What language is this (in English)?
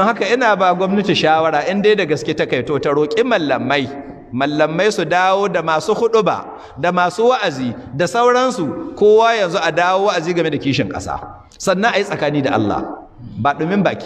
Hausa